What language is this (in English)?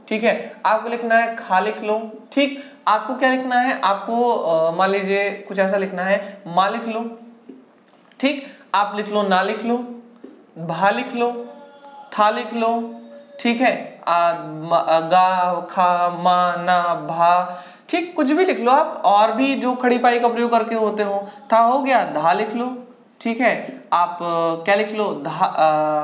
Hindi